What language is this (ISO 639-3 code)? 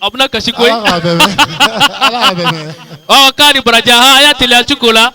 bam